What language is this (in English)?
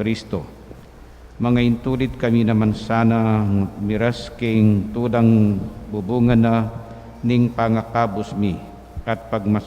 Pampanga